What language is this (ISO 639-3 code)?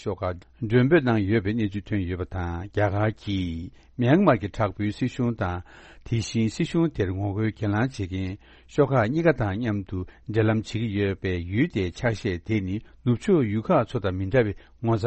bod